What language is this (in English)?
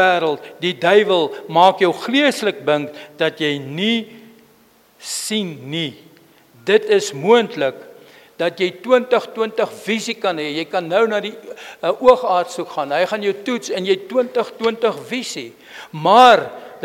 Afrikaans